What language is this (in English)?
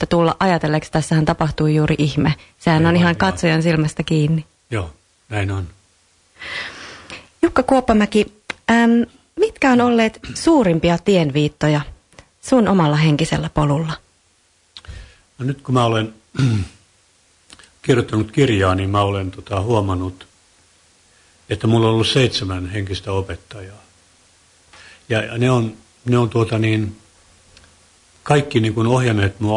Finnish